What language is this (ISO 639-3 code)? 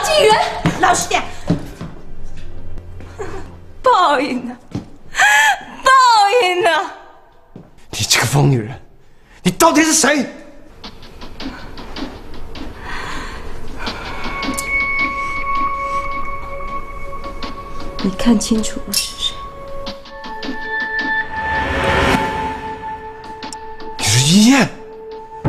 zho